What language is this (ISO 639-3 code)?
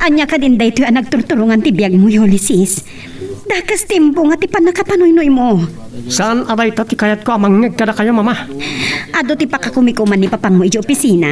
ilo